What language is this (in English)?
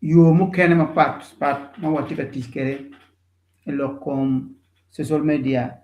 Acoli